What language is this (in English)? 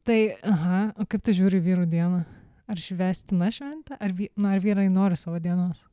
Lithuanian